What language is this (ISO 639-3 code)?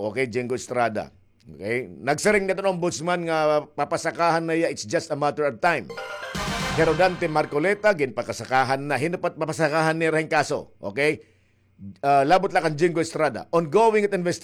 war